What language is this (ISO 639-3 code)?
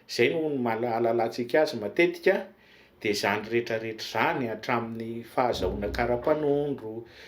mlg